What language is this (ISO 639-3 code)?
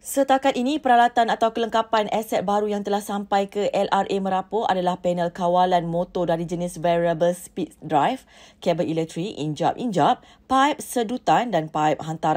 msa